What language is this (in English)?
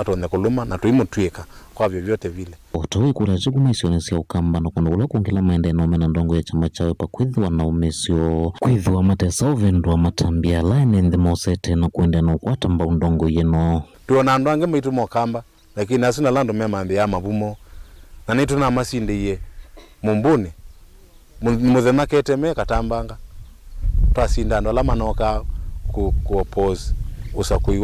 Kamba